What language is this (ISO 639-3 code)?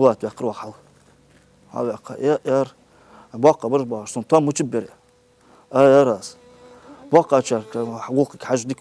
inh